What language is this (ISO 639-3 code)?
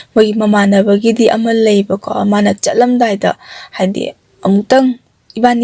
mni